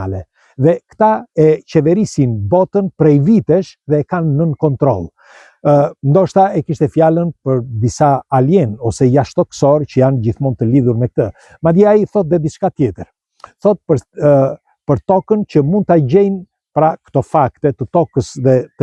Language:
Albanian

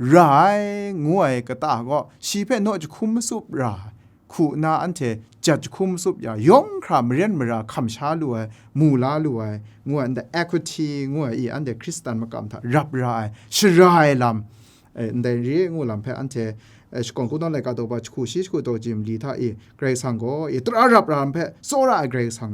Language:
Kachin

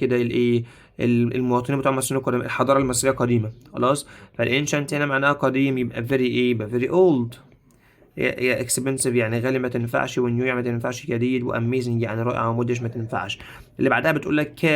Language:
Egyptian Arabic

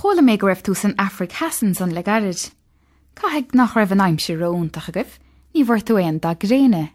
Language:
Irish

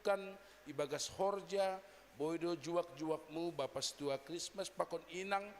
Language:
Batak Simalungun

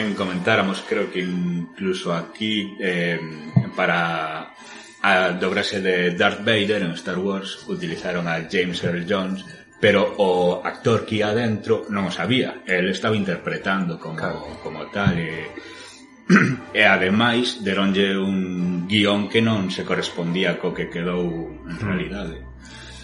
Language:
Galician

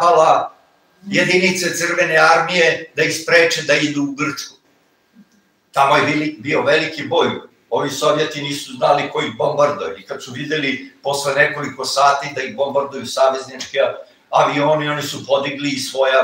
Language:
Serbian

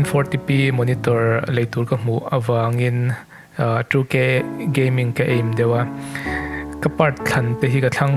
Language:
Mizo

